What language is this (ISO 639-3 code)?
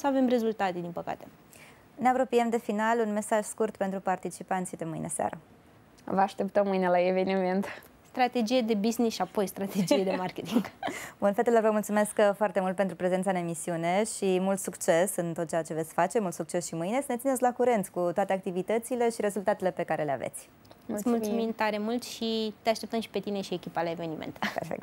ron